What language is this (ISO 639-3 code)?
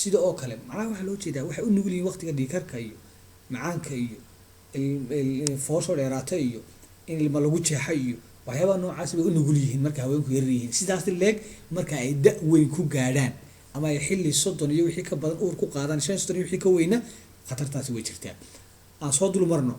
som